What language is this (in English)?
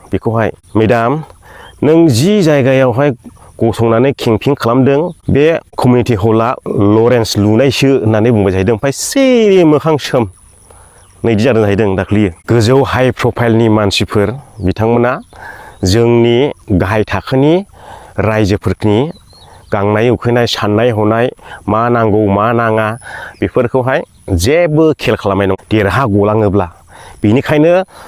Bodo